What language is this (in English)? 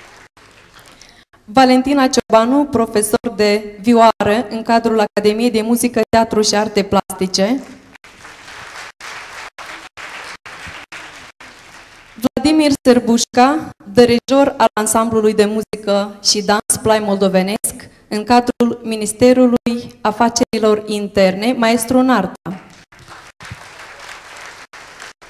Romanian